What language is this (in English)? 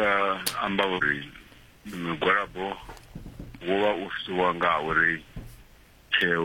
Venda